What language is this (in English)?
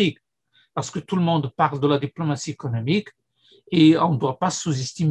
French